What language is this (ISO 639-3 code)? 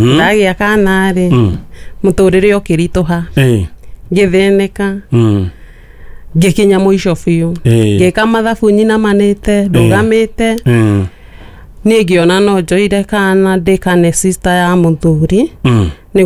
kik